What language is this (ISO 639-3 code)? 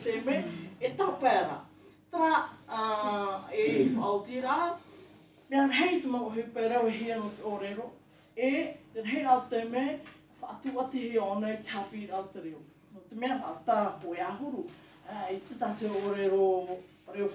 tah